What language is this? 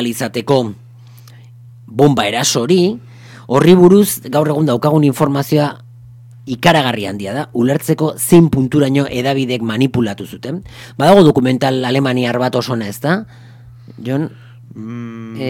Basque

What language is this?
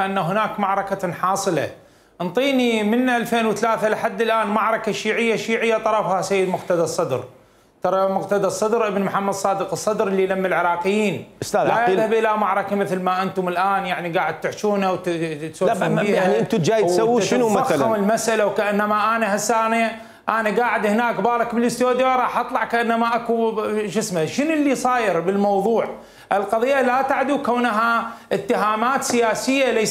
Mesopotamian Arabic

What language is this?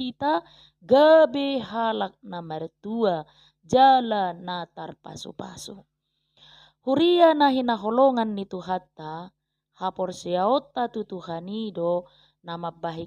Batak Toba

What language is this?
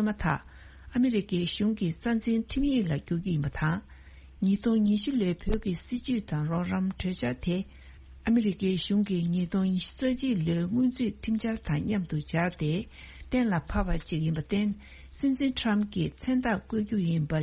Tibetan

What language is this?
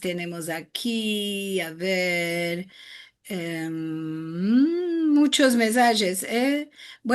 Ladino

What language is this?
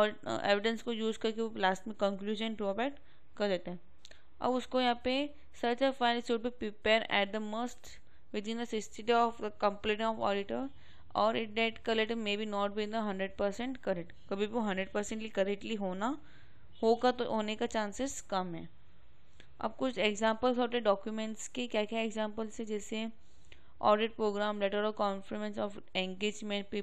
Hindi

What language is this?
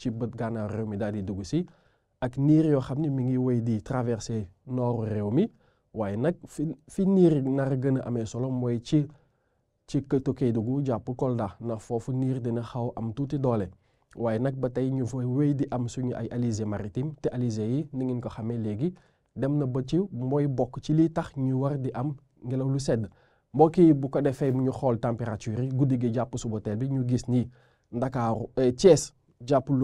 Wolof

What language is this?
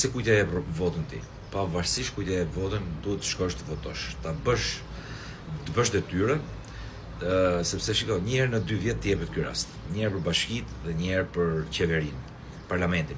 Albanian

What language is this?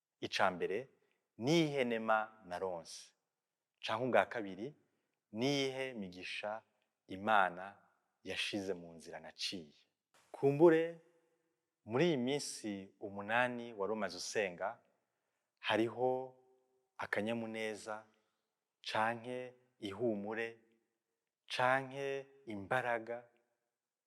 Rundi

